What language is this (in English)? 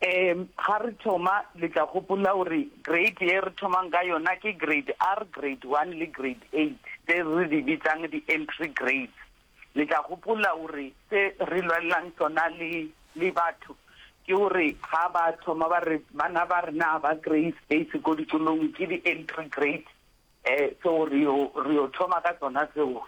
Northern Sotho